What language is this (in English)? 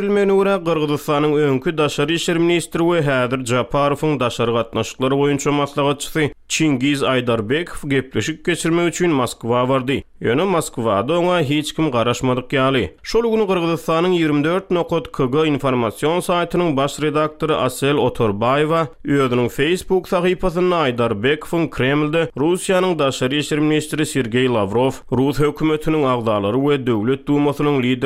Turkmen